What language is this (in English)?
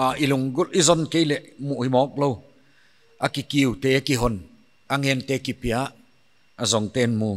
Paite Chin